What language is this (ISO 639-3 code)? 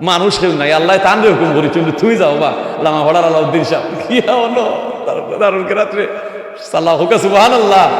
syl